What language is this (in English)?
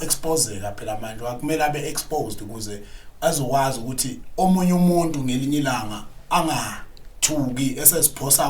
Zulu